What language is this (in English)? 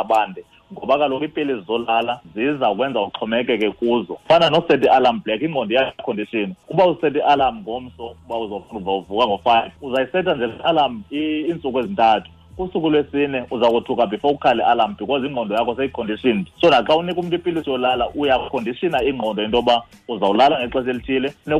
Xhosa